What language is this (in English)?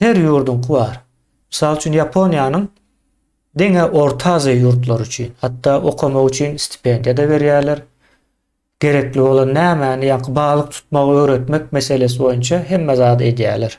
Turkmen